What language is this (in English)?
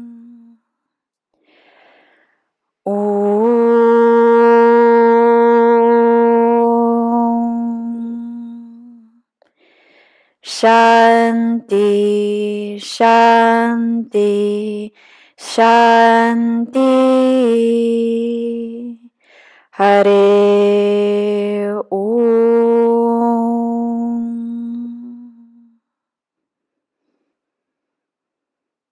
German